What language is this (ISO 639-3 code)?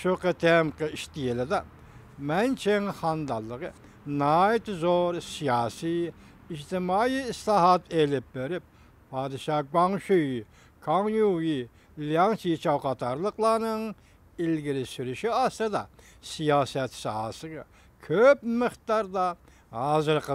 uig